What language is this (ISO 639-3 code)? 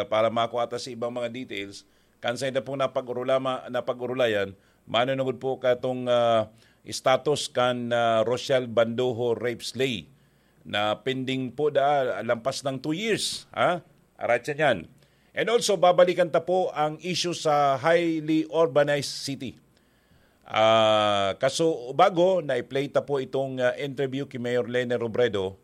bik